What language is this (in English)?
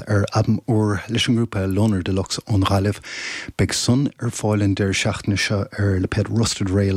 Irish